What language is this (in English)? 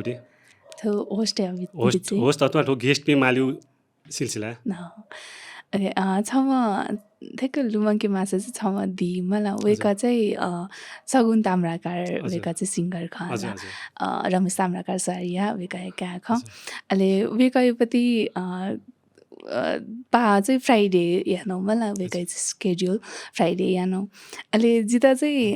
Newari